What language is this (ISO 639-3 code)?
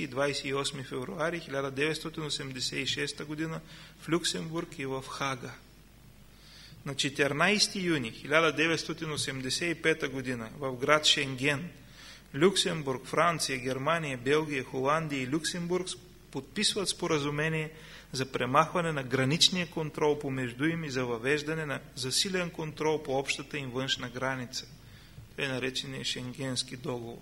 bul